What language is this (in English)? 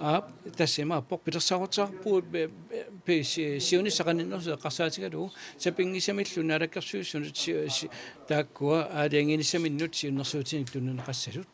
Kalaallisut